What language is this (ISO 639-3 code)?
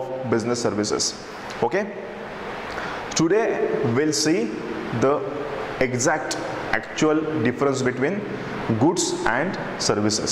mar